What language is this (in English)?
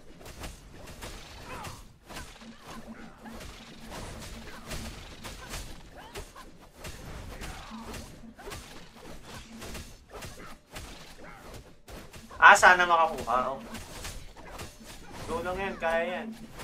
Filipino